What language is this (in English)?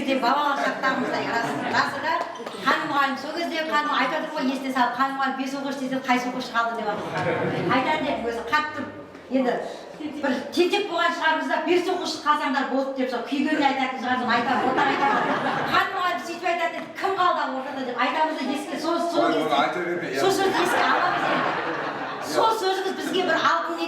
Kara-Kalpak